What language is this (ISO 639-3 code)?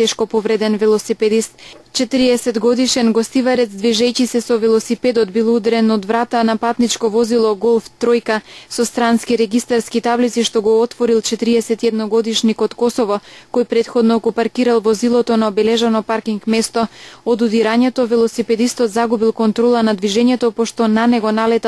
mkd